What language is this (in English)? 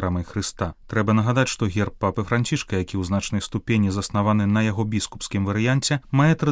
Belarusian